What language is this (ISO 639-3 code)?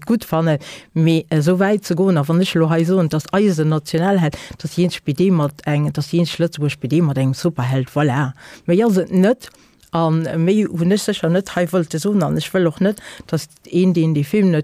ltz